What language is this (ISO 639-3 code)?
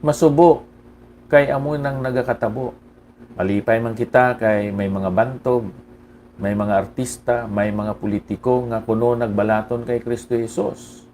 hil